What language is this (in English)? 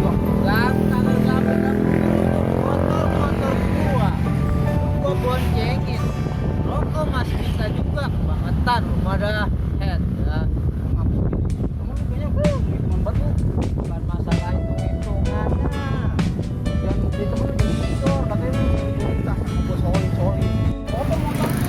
Betawi